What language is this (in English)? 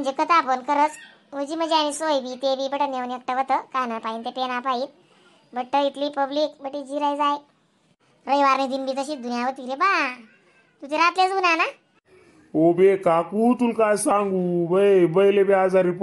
Khandesi